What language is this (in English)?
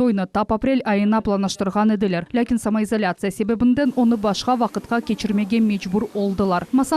Crimean Tatar